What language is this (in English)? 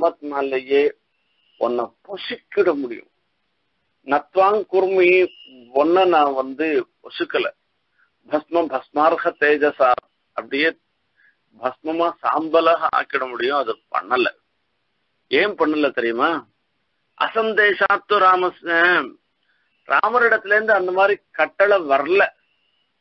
Tamil